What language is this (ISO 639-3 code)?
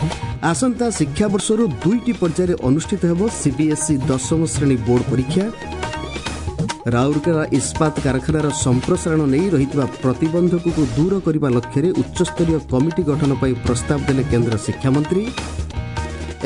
ori